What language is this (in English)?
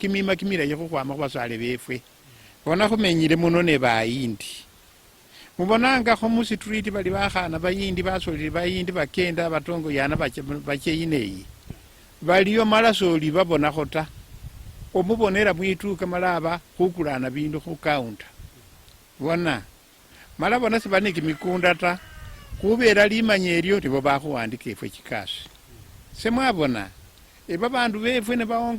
Luyia